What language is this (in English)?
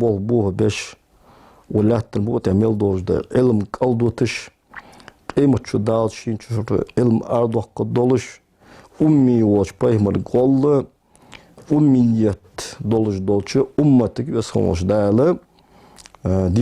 Ingush